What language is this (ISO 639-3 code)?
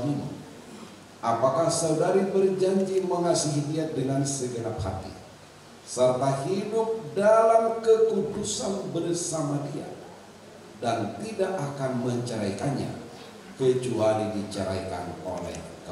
ind